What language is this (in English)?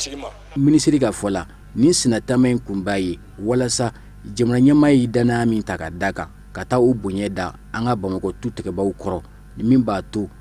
Bambara